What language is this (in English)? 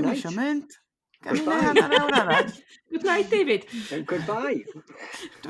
Welsh